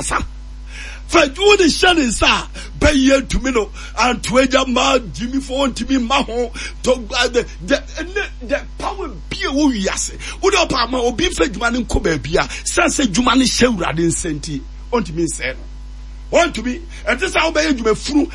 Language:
Akan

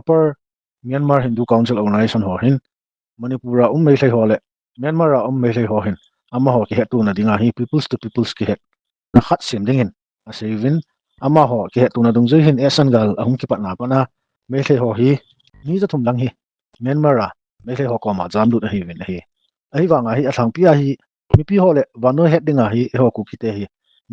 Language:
Thado Chin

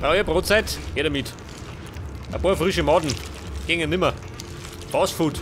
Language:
Bavarian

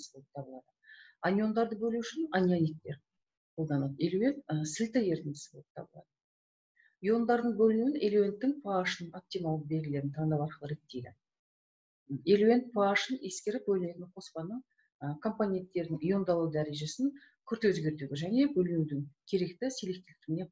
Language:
Kazakh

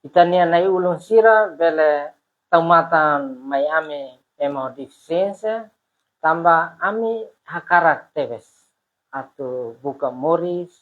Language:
Tetum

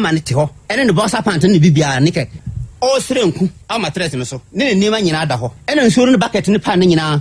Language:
Akan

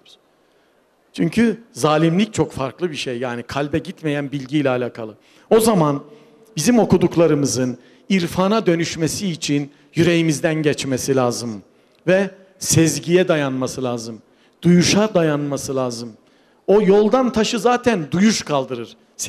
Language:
Turkish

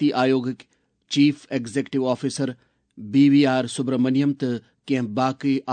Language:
Kashmiri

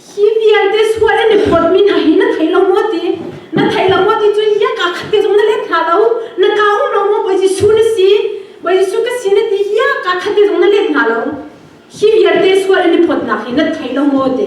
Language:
Hakha Chin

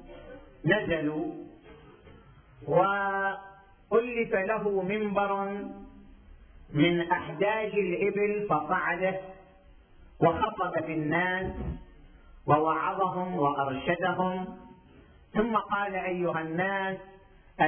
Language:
Arabic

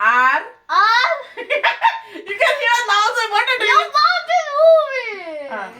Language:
Konkani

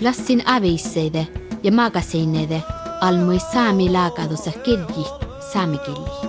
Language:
Northern Sami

